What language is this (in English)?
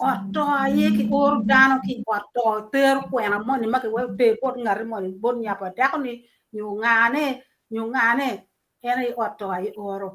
Acoli